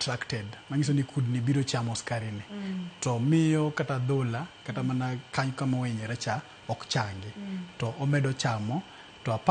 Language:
Luo (Kenya and Tanzania)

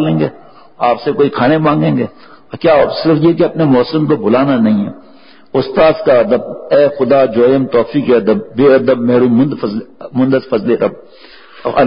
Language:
Urdu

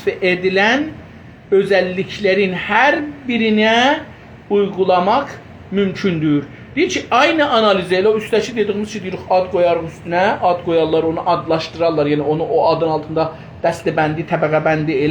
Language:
South Azerbaijani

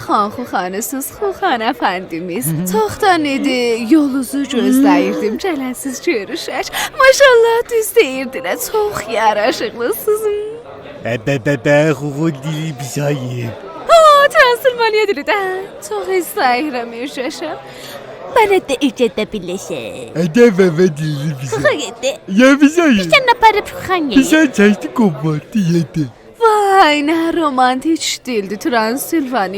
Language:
South Azerbaijani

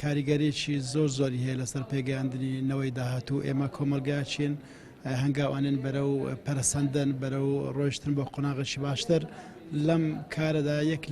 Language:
Central Kurdish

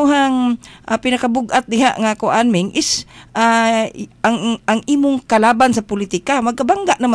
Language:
Cebuano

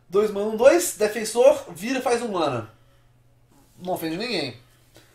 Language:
Portuguese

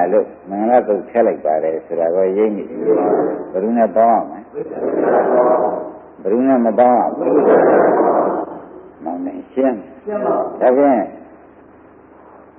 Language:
Burmese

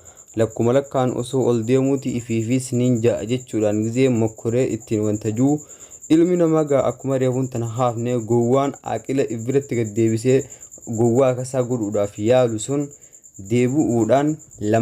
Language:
Oromo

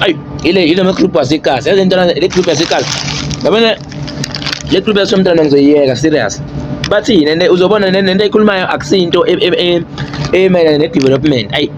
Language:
Zulu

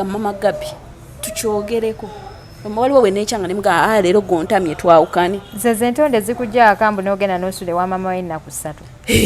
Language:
Ganda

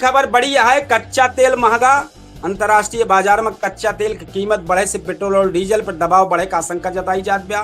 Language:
Awadhi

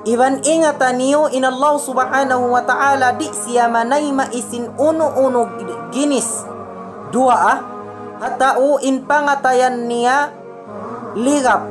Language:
Tausug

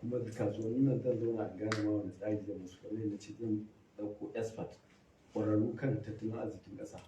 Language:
Hausa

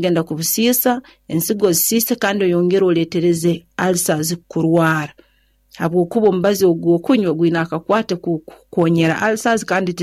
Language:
Nyoro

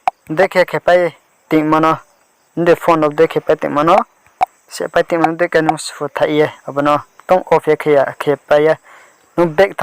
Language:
Riang (India)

